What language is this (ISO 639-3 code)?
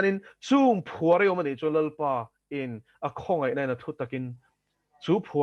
lus